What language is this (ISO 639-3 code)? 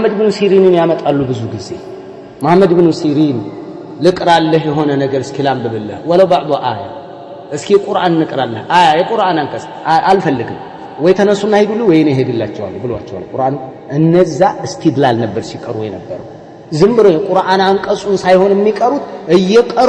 amh